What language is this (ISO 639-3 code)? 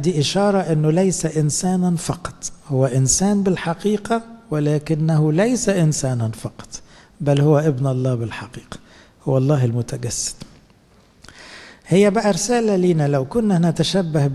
arz